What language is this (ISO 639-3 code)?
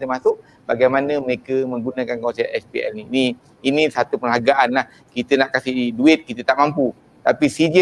msa